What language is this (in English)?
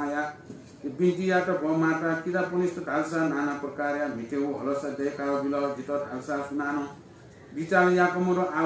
Newari